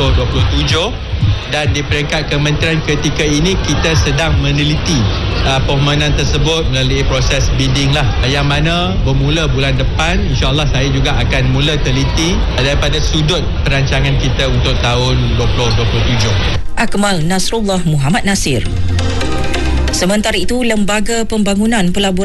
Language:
Malay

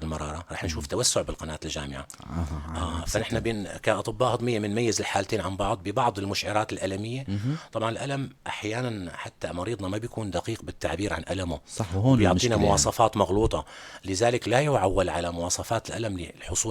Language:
North Levantine Arabic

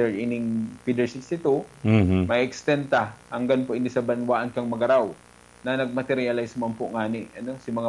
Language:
Bikol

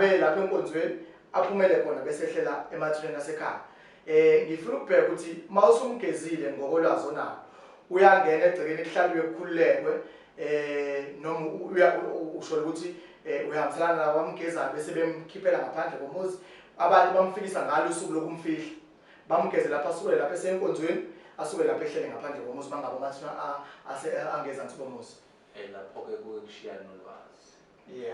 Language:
Zulu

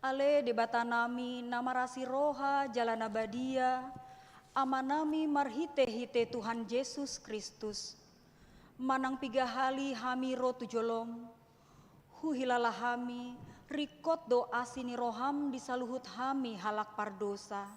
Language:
Batak Toba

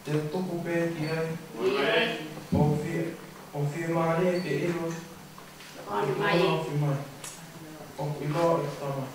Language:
Tongan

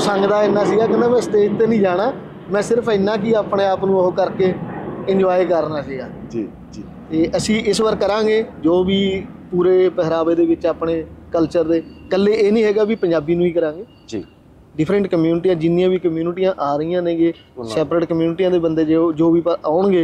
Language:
Punjabi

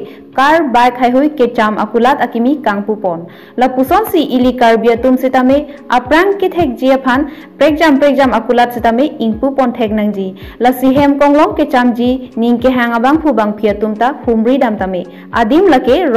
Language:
Karbi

